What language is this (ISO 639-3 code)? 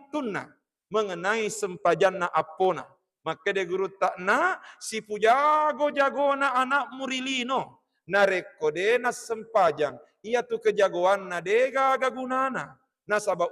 bug